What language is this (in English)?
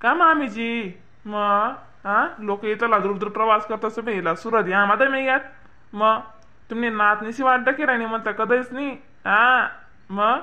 Khandesi